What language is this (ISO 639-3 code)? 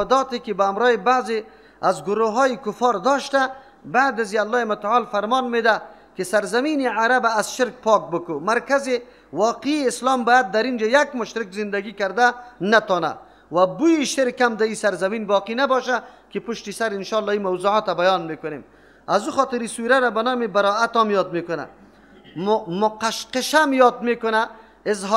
fas